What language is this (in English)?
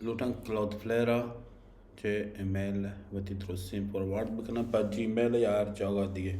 Baluchi